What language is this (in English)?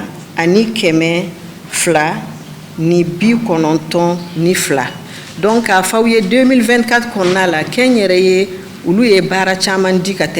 Bambara